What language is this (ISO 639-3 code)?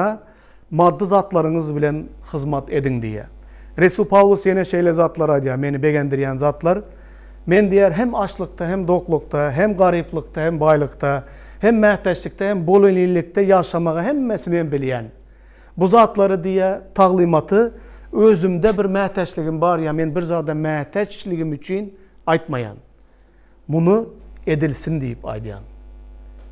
tuk